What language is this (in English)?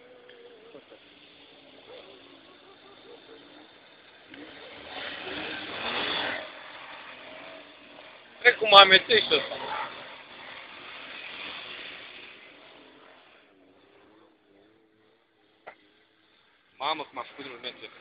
Romanian